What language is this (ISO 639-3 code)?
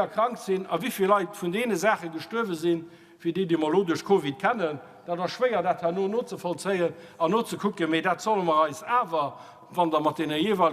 ltz